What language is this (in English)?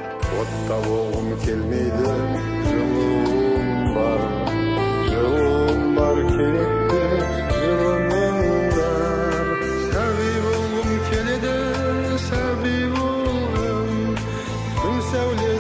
Kazakh